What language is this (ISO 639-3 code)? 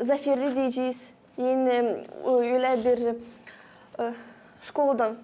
gag